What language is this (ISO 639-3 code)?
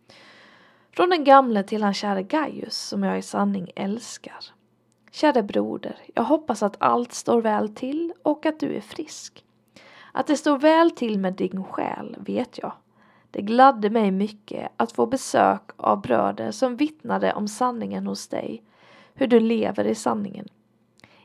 swe